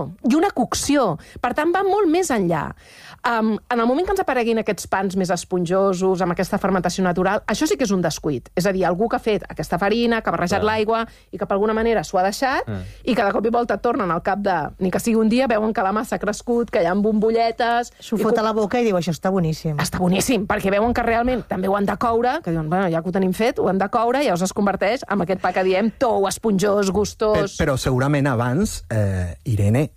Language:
Catalan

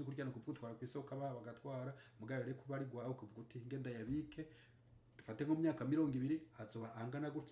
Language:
Rundi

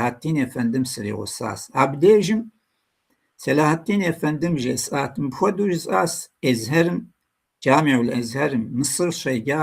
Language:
Kabardian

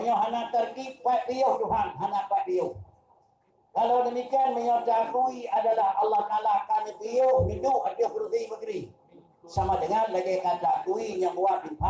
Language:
Achinese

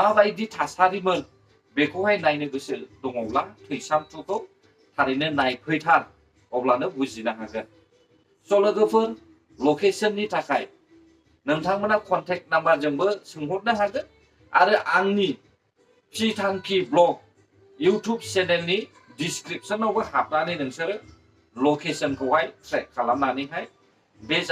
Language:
Bodo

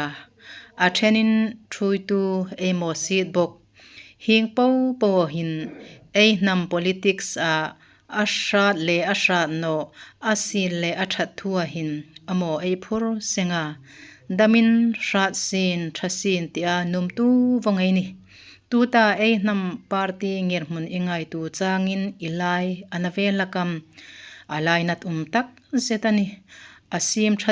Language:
Hmar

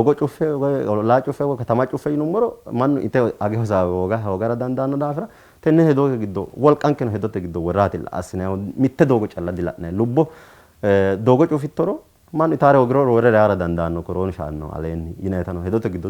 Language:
Sidamo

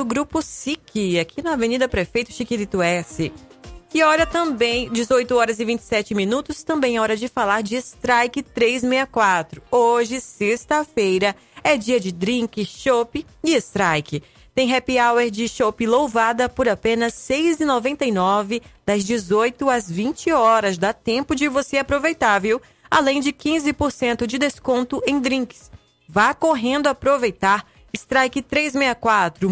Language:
Portuguese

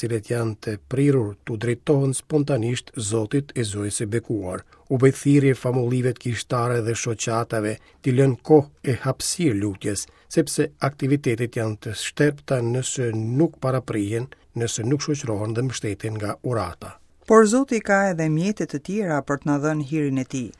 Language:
Albanian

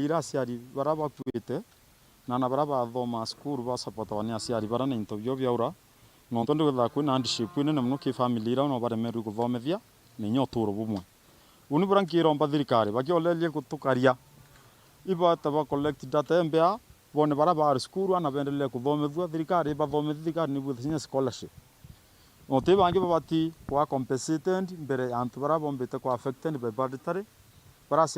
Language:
Meru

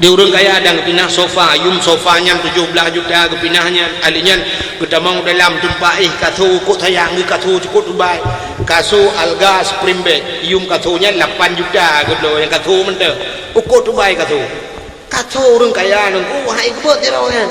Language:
Achinese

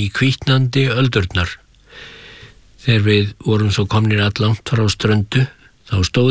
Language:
Icelandic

